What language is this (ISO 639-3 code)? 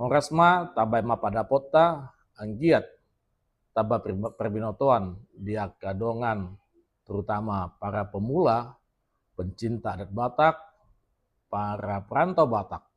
bbc